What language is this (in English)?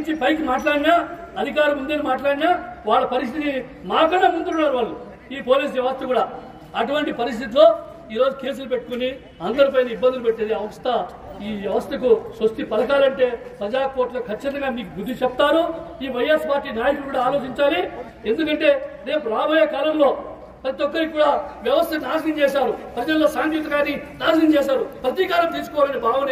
Telugu